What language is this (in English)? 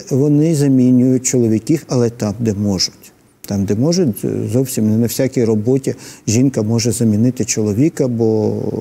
Ukrainian